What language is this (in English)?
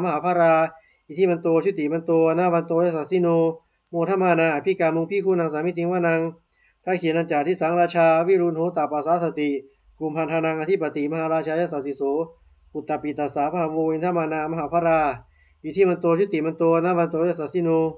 Pali